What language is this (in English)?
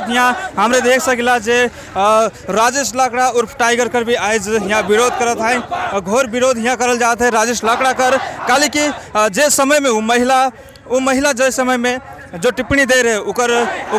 Sadri